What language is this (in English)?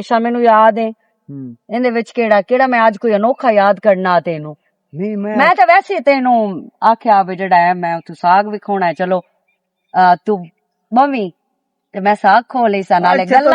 Western Panjabi